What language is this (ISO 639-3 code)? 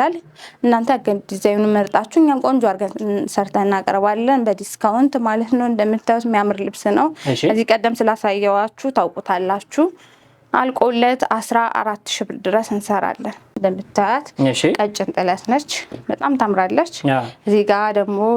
amh